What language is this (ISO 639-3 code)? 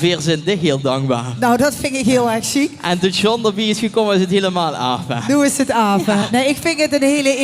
lim